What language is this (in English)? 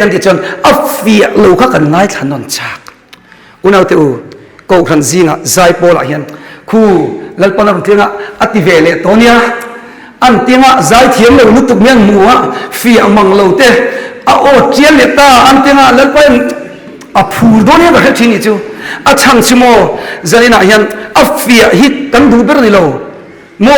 Mizo